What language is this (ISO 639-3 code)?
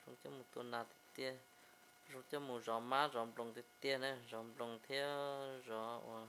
hmn